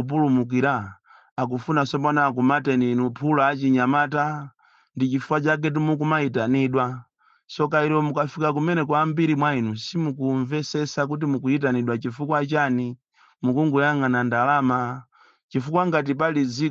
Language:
Nyanja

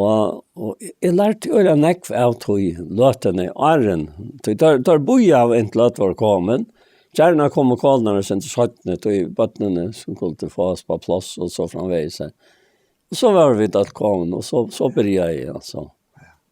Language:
Faroese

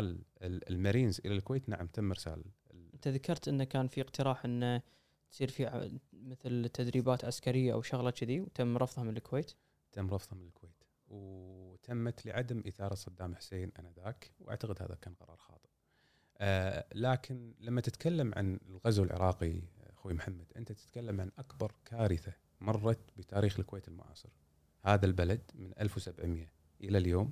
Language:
Gulf Arabic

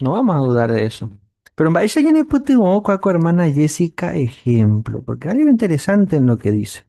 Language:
Guarani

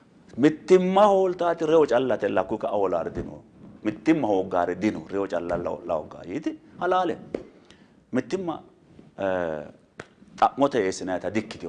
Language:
Sidamo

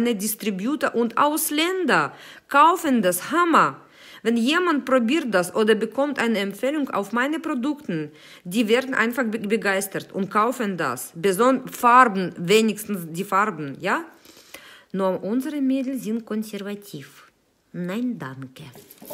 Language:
German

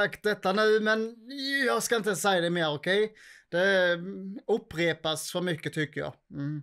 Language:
Swedish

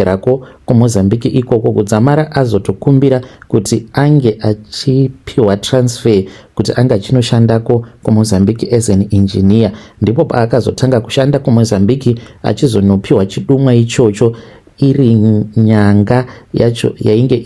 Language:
Shona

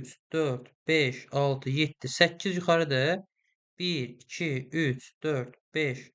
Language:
Azerbaijani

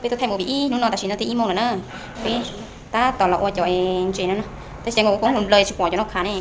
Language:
Hmong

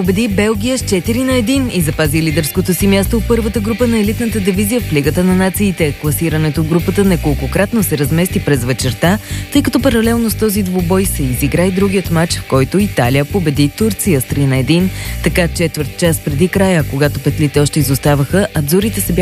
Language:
Bulgarian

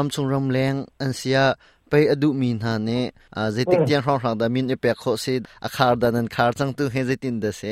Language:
Hakha Chin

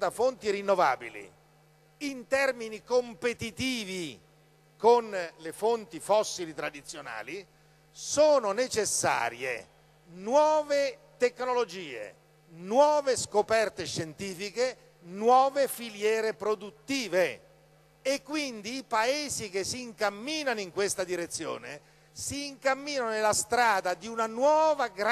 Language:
Italian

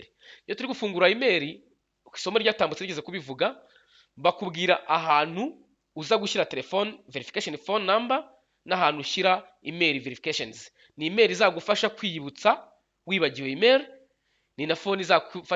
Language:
Kinyarwanda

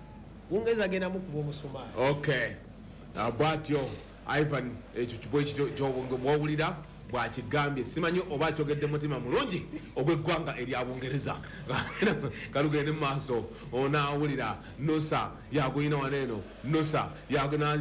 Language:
Ganda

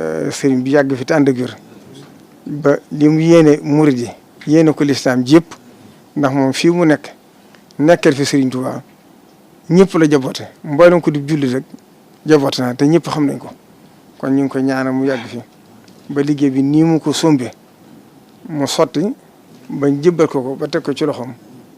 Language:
Wolof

